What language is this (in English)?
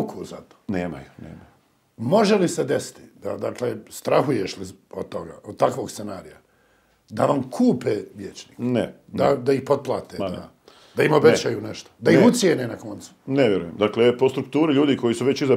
Bosnian